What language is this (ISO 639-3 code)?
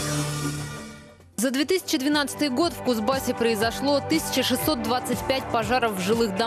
rus